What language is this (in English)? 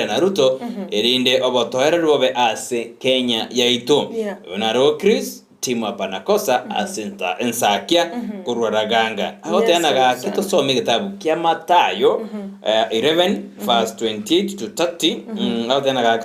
Gusii